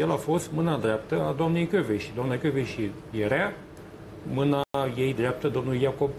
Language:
Romanian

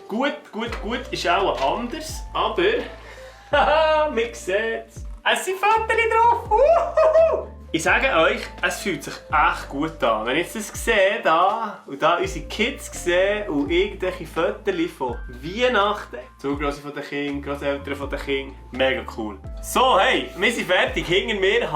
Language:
Swiss German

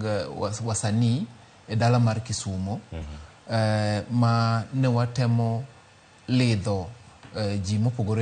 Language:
Luo (Kenya and Tanzania)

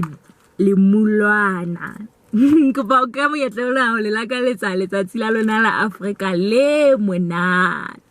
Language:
Southern Sotho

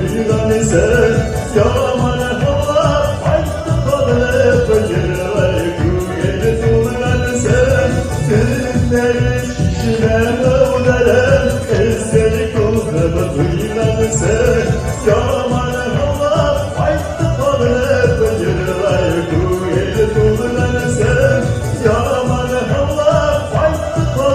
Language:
Bashkir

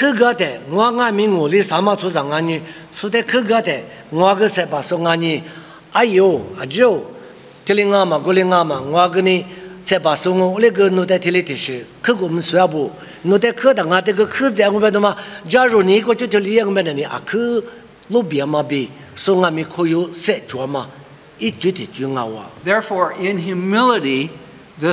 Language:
Lisu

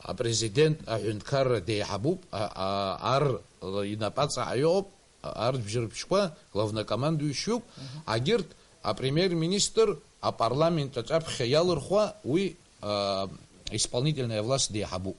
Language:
Abkhazian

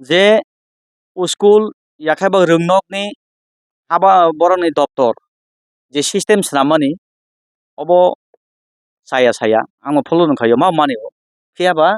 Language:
Kok Borok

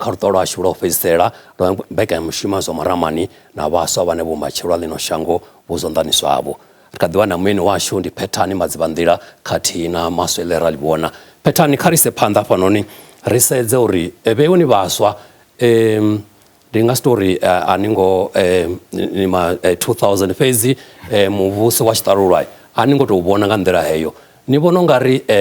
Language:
Venda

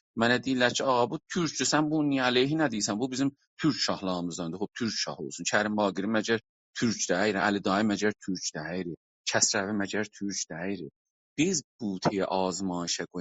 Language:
South Azerbaijani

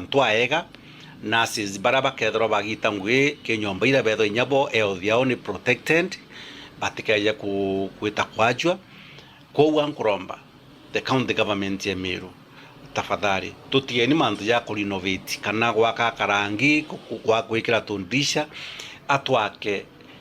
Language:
Meru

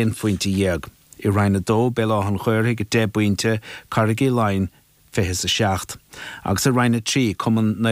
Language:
Irish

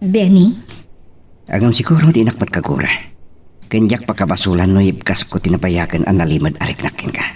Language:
Iloko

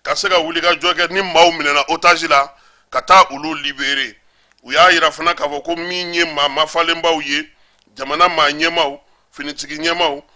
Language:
Bambara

